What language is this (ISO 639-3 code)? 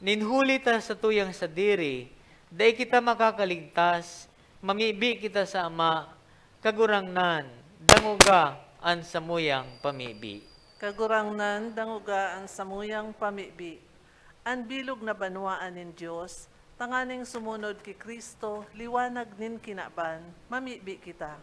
bik